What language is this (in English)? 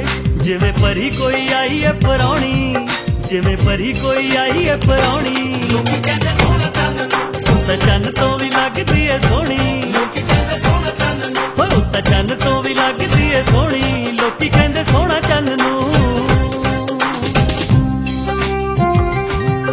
Punjabi